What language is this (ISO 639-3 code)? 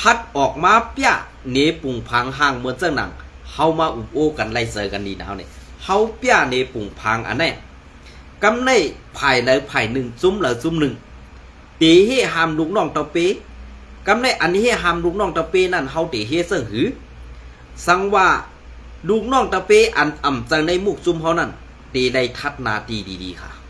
shn